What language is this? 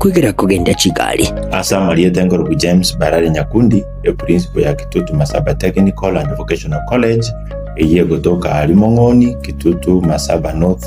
Gusii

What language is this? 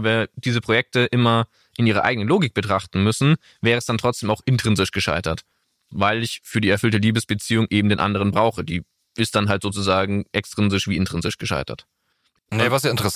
German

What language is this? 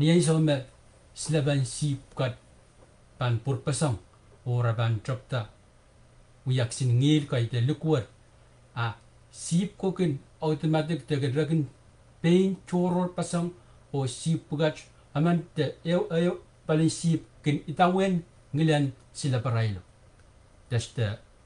Pohnpeian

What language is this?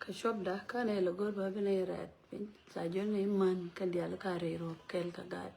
Nuer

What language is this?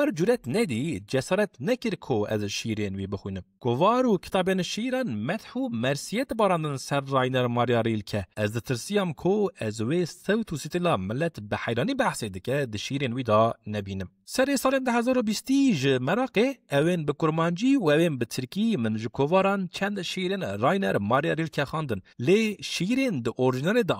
Kurdish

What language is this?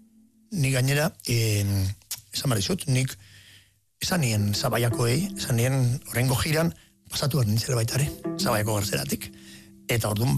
Basque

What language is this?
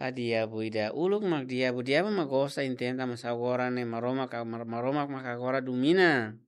Tetum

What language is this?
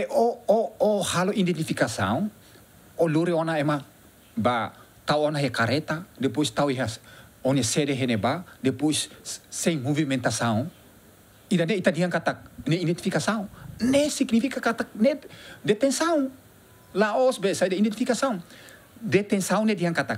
Tetum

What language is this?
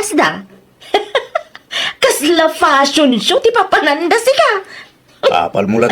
Iloko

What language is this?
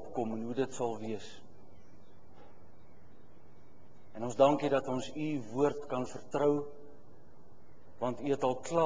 Afrikaans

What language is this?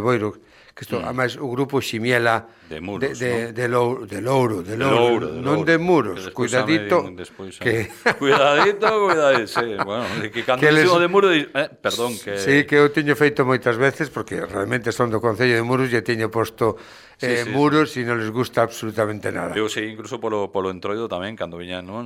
Galician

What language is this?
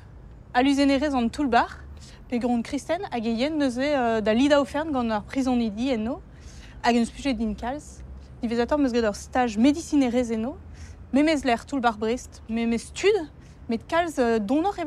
Breton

